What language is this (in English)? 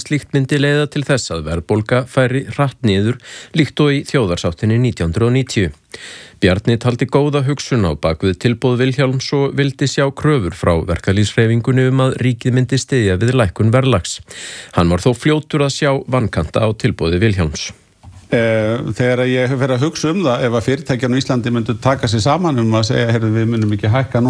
Icelandic